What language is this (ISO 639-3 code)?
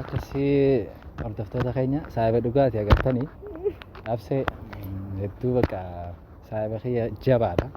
orm